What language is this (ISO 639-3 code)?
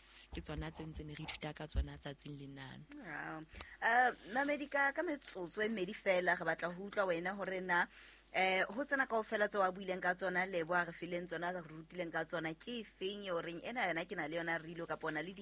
sot